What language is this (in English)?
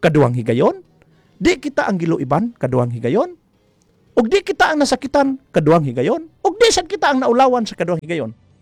Cebuano